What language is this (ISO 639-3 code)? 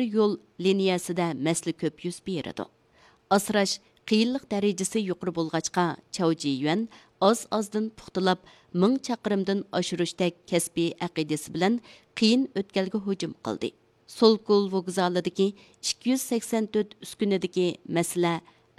uig